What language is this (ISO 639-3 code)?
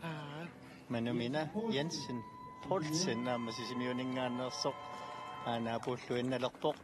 kal